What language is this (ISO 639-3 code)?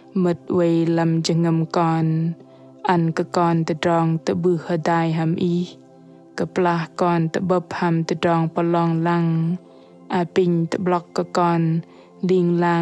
bdq